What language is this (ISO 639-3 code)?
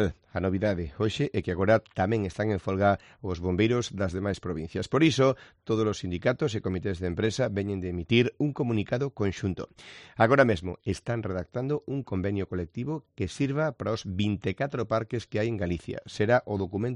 glg